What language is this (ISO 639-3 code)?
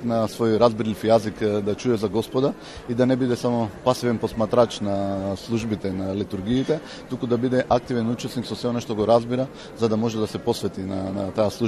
mkd